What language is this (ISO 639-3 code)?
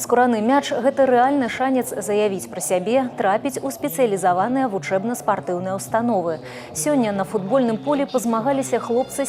bel